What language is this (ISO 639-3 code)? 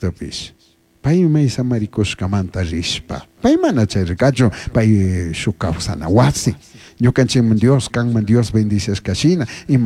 qug